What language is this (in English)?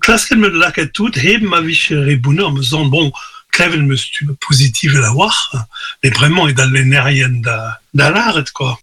Breton